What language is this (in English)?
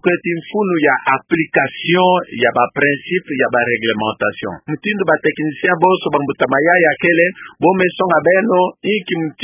Kituba (Democratic Republic of Congo)